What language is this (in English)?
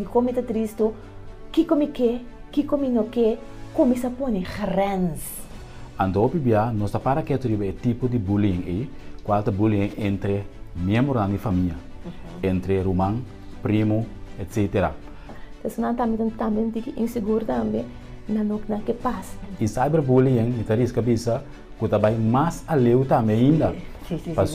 Papiamento